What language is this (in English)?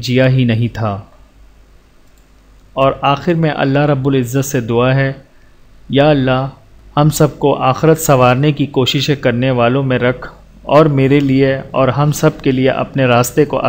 Urdu